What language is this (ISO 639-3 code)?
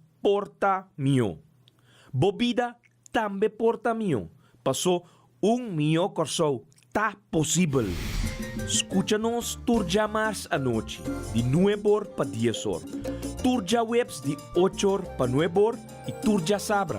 pap